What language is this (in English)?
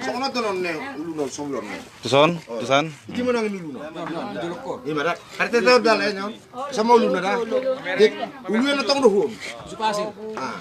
Batak Toba